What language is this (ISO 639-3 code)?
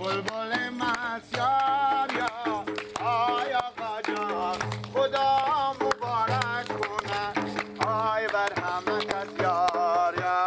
fas